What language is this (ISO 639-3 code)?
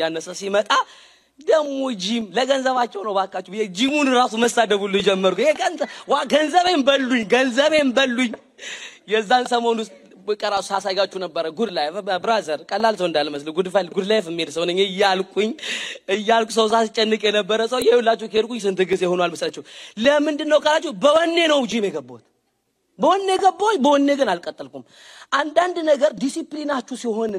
amh